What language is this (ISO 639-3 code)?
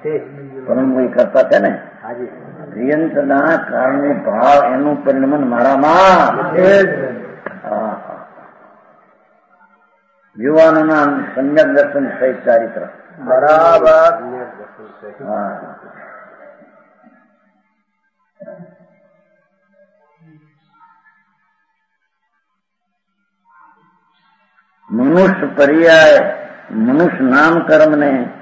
guj